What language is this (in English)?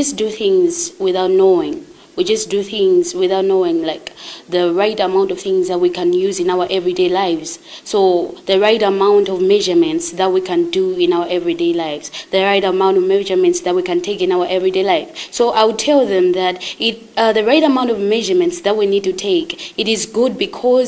English